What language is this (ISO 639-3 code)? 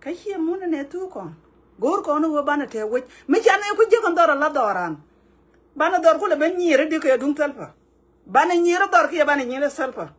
nus